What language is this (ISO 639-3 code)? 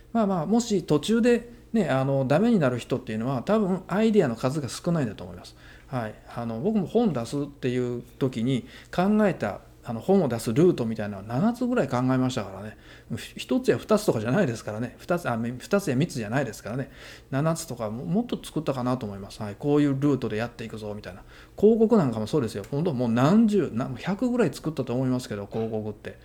jpn